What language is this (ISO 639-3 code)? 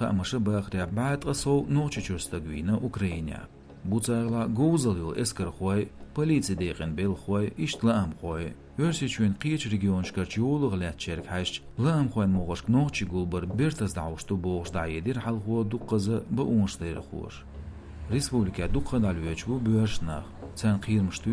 che